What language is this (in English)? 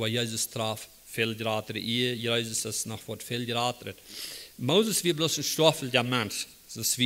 Plautdietsch